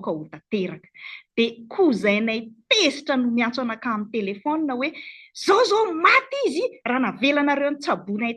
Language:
Malagasy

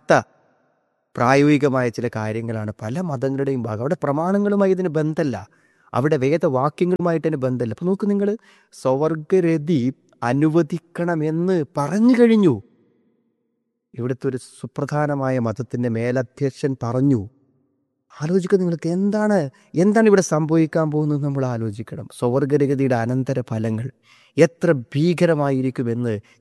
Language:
Malayalam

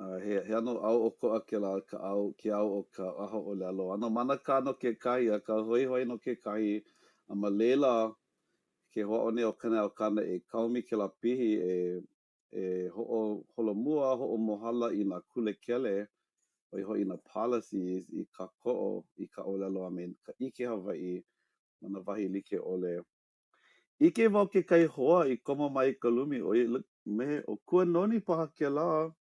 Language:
Hawaiian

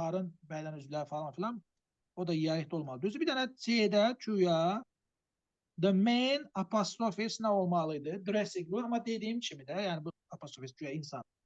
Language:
Azerbaijani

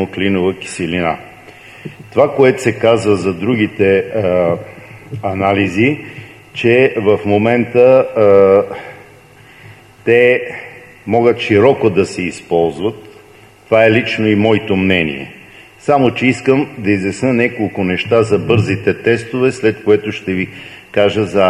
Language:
Bulgarian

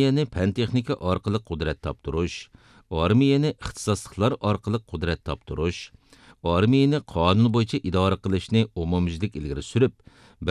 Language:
Uyghur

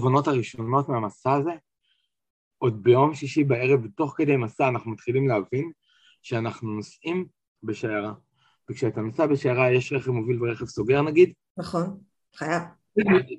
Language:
Hebrew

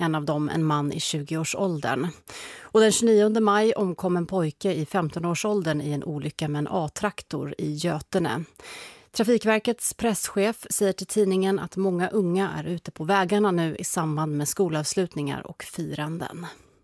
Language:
Swedish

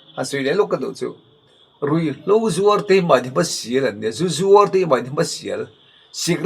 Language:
Mizo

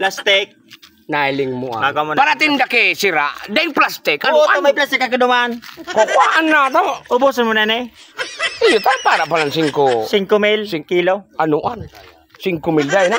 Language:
Bikol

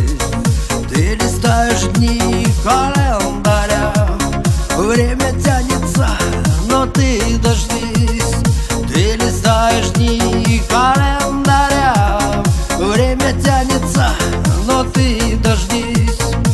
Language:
Russian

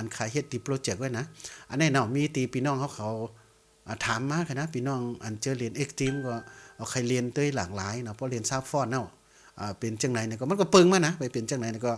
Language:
Shan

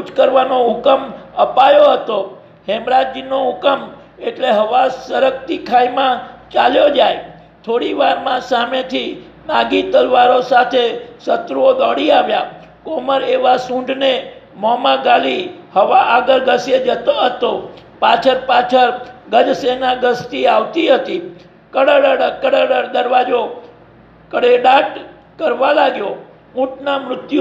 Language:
Gujarati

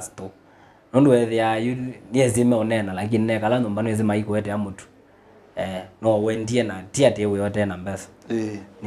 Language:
Kamba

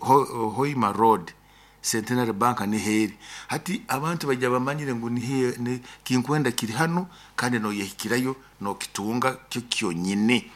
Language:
Nyoro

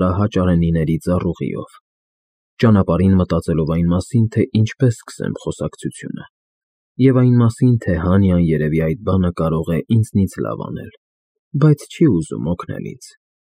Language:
Armenian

